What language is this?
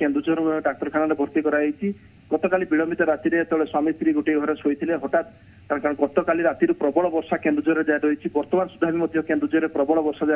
Odia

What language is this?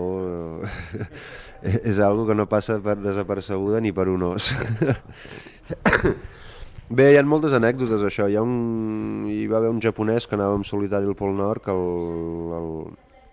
Catalan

